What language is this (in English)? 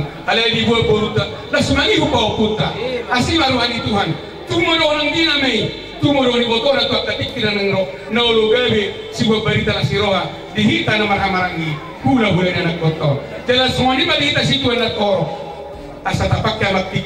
Batak Toba